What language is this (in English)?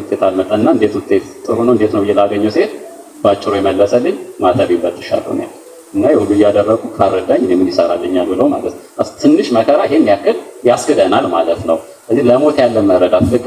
Amharic